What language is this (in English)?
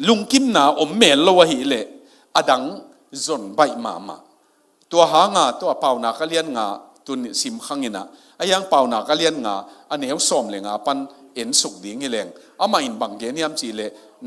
Tedim Chin